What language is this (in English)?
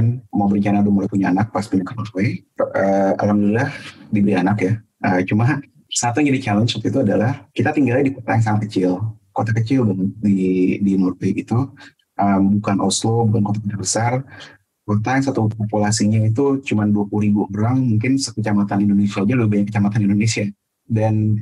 Indonesian